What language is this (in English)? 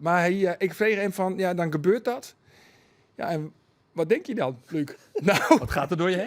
Western Frisian